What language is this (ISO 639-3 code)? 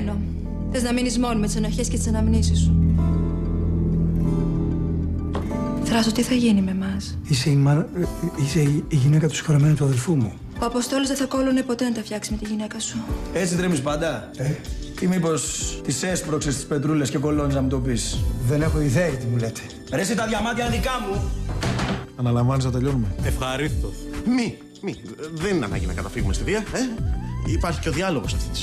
ell